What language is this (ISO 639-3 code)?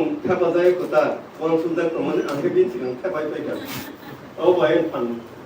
trp